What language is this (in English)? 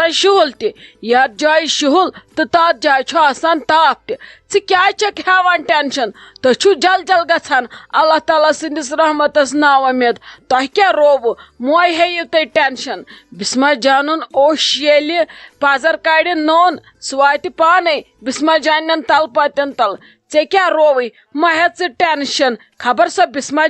Kashmiri